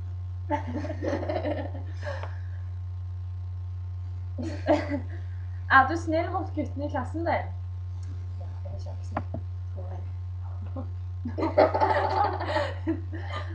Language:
Norwegian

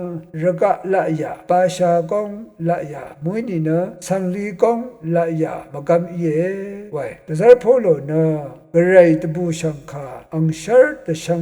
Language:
Rawang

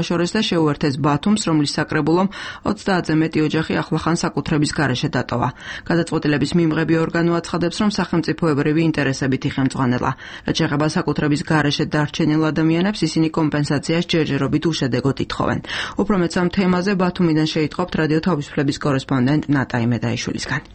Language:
Georgian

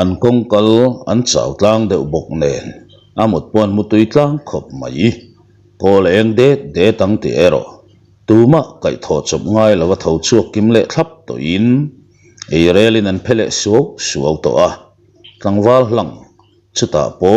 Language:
Mizo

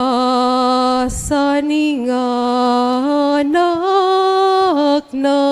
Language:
Pampanga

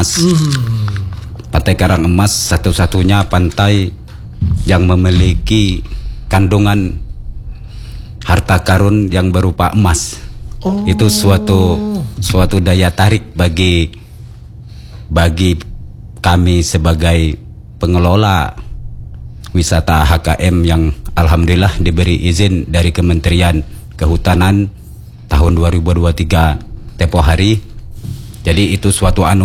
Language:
Indonesian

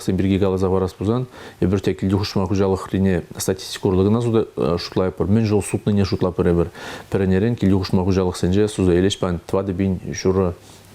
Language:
Chuvash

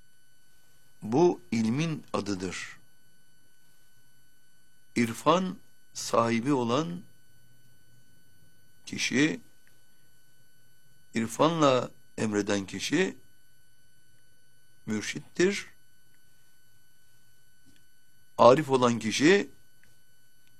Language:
Turkish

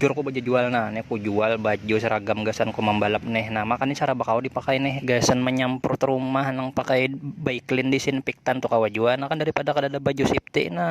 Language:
Banjar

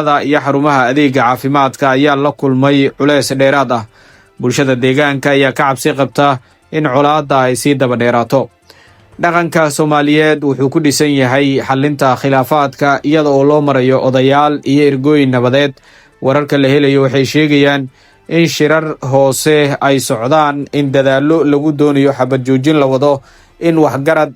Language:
Somali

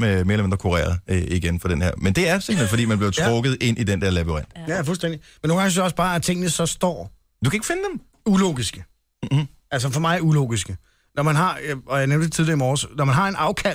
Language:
Danish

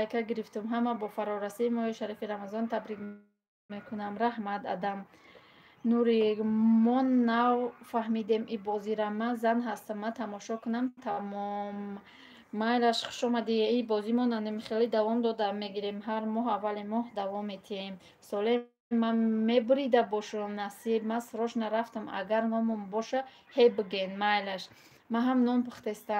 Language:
Tajik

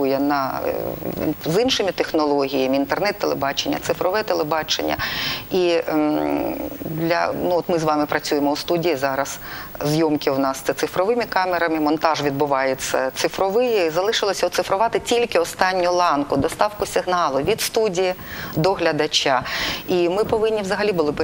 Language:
Ukrainian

